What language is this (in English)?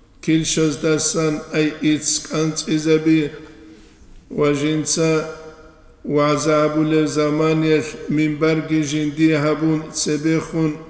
Avaric